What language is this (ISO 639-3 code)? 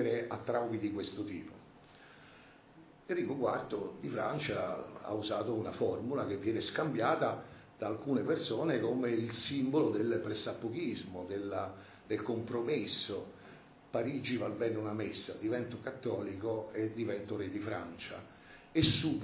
ita